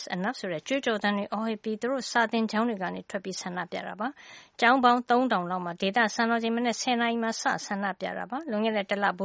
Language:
Burmese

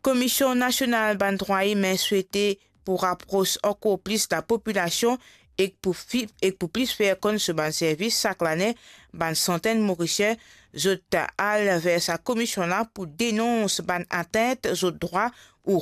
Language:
Morisyen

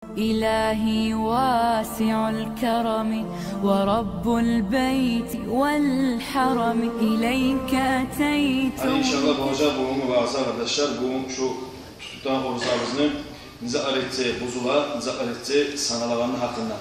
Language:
Kumyk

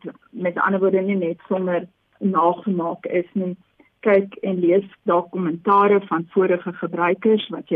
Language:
Afrikaans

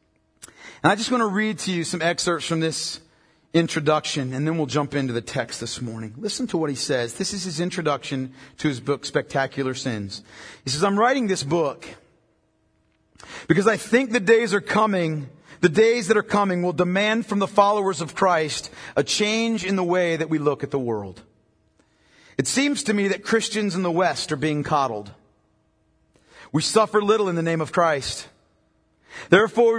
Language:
English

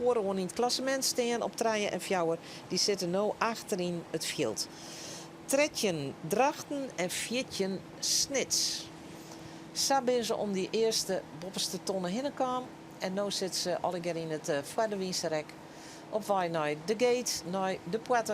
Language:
Western Frisian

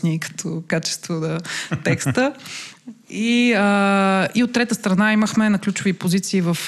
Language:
Bulgarian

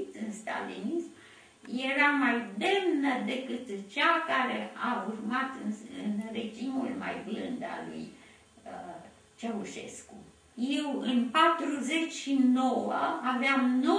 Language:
Romanian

